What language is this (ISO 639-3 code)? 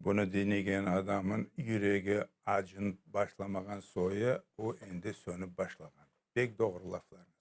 crh